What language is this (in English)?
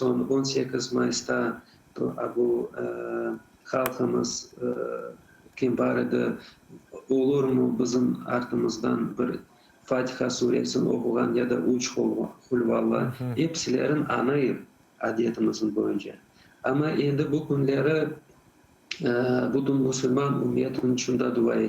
Crimean Tatar